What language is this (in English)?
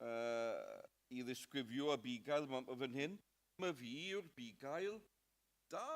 Welsh